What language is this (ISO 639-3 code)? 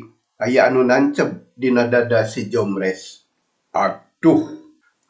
sun